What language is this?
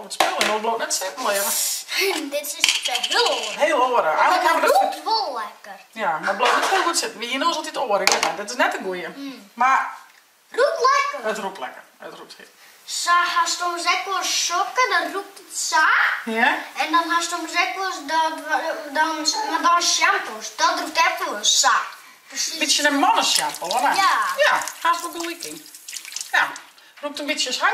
Western Frisian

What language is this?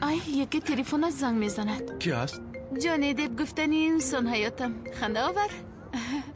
Tajik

